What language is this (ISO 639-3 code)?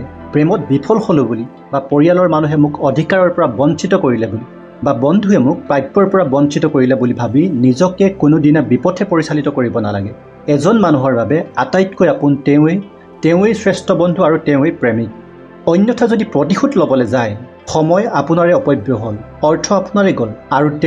asm